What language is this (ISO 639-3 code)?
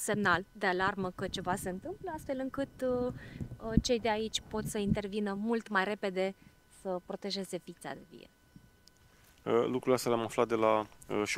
ron